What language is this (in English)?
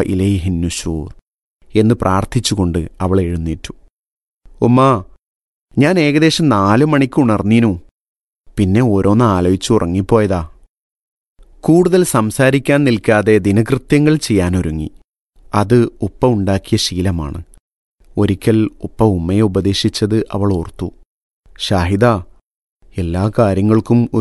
Malayalam